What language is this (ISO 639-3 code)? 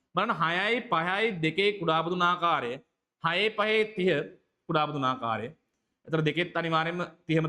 sin